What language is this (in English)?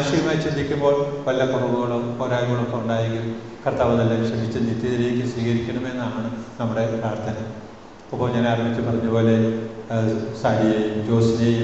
Malayalam